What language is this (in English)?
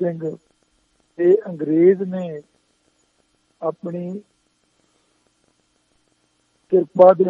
Punjabi